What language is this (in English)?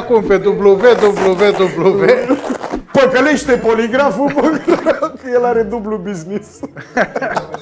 Romanian